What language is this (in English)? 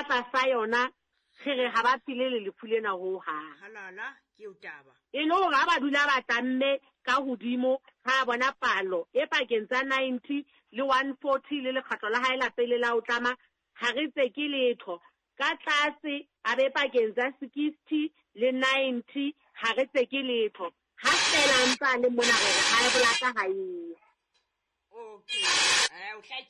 Southern Sotho